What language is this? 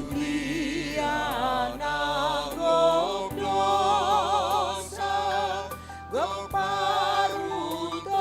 Batak Simalungun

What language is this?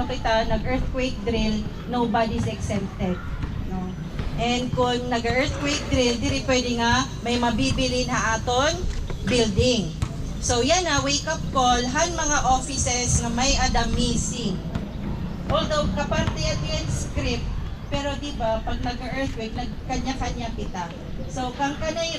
Waray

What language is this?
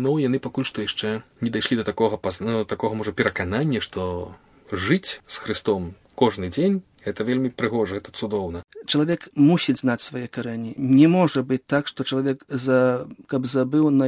Belarusian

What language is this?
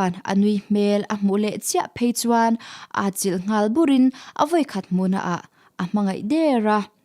Mizo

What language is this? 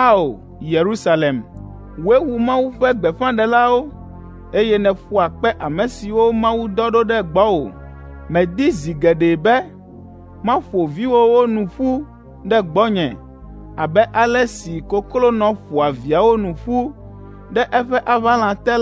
Ewe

